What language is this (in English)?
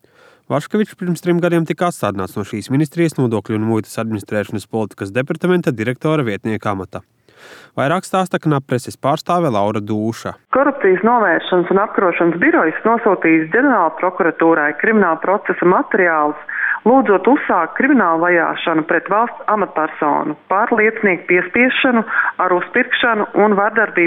Latvian